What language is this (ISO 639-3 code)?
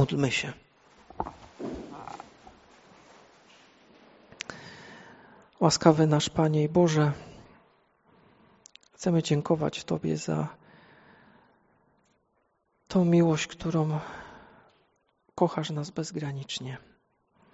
pol